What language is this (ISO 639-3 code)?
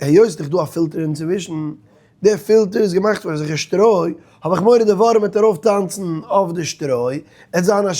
yid